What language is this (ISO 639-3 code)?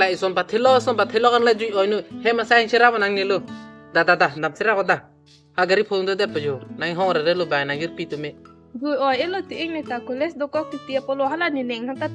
mjw